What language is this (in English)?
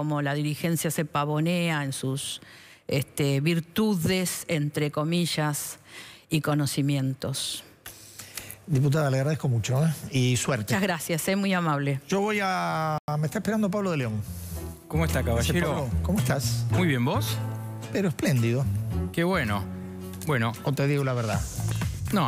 Spanish